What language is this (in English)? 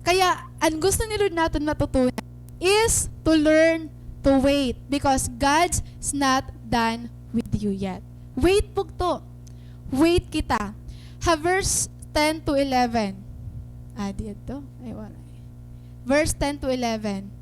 Waray